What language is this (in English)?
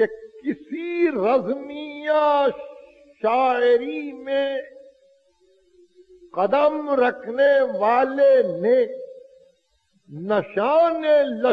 Urdu